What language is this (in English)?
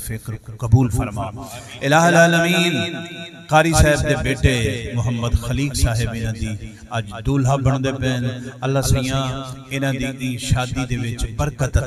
Saraiki